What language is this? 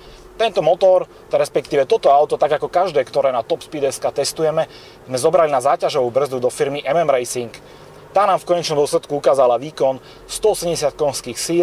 Slovak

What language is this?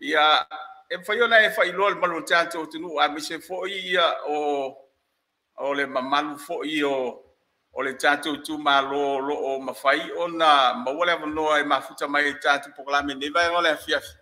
Samoan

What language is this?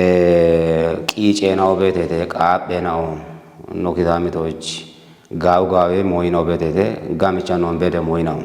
Kafa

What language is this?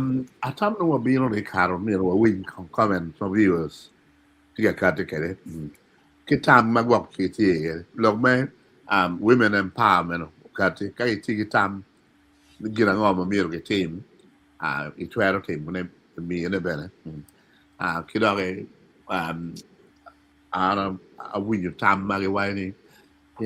Acoli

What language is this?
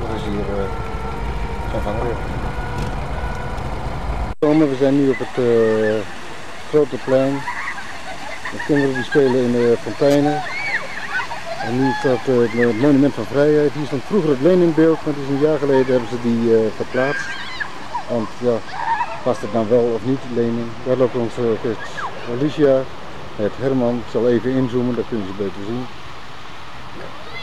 Dutch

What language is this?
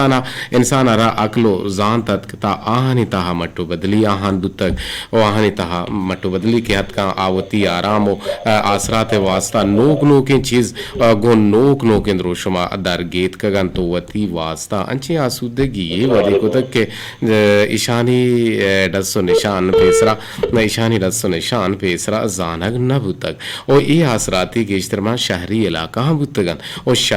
Eastern Balochi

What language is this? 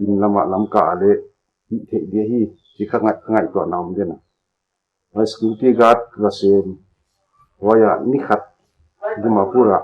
Paite Chin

